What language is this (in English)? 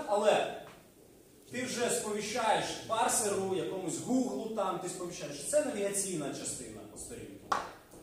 Ukrainian